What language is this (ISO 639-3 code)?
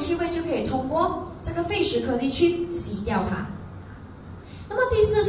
zho